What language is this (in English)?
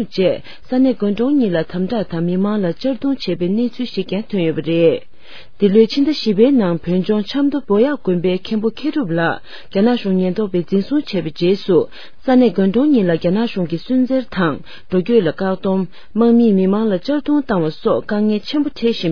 Tibetan